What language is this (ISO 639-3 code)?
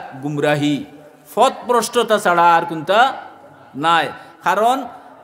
syl